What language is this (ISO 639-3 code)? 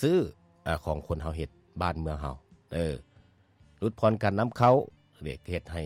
lao